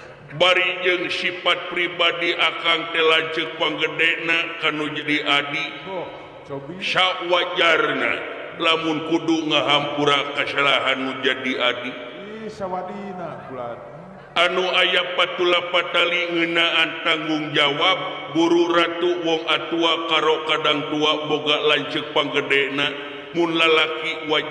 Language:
Sundanese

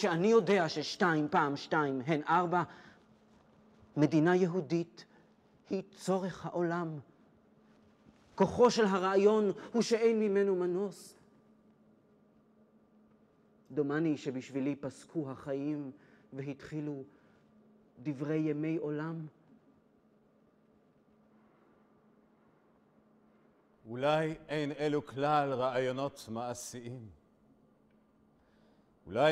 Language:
Hebrew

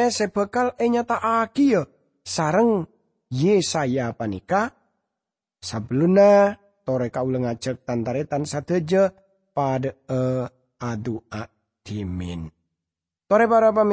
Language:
Madurese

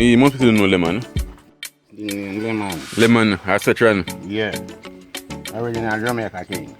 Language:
Jamaican Creole English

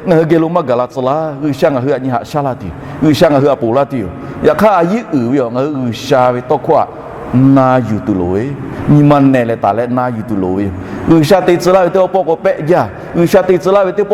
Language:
Lahu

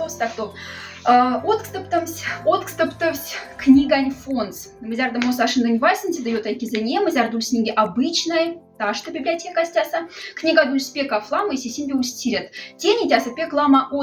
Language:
Moksha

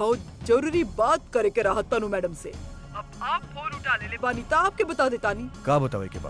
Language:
Bhojpuri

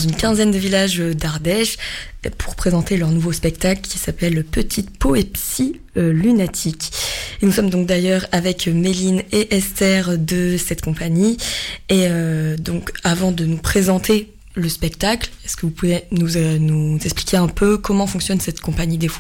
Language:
French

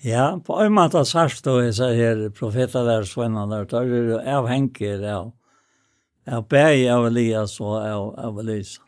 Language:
Faroese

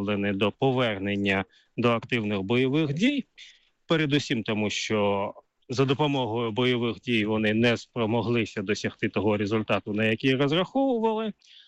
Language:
Ukrainian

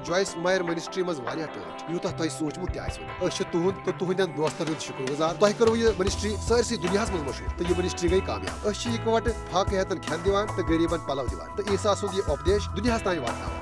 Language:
Kashmiri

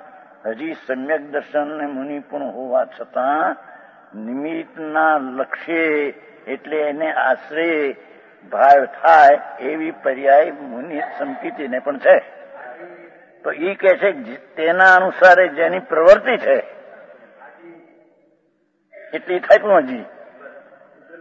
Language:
Gujarati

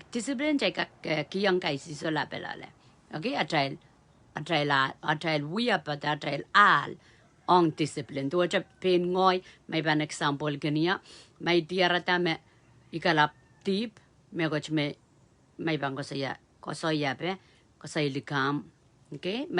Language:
Pohnpeian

